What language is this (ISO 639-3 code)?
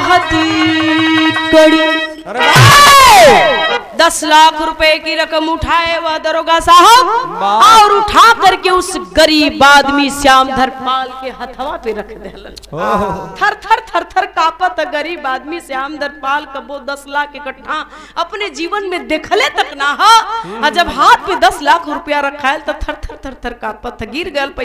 bho